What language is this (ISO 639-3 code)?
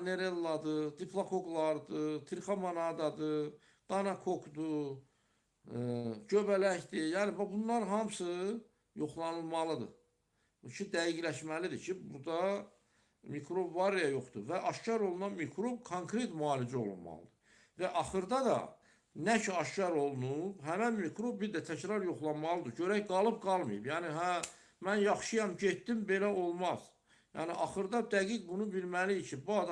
aze